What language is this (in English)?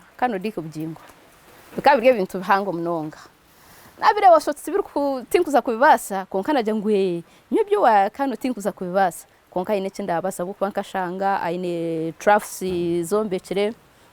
Nyankole